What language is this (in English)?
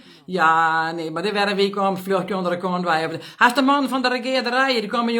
Western Frisian